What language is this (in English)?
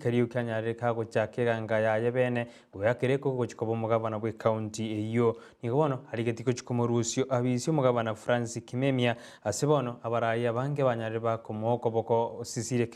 Gusii